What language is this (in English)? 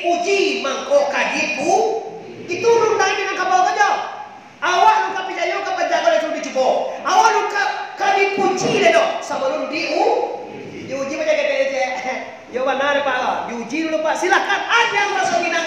Minangkabau